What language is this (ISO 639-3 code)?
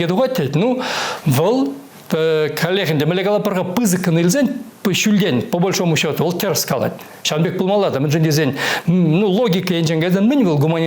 chv